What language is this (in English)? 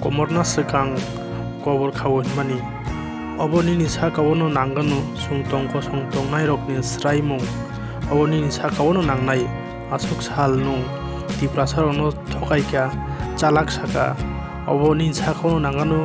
Kok Borok